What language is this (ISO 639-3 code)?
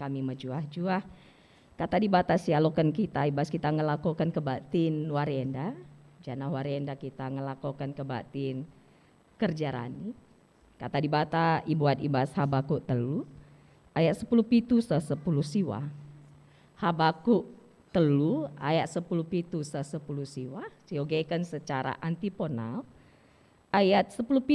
btx